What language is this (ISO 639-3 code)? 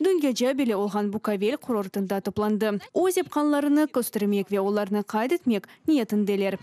crh